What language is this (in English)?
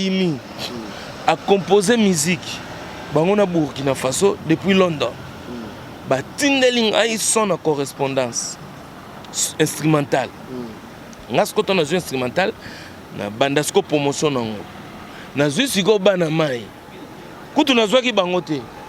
Lingala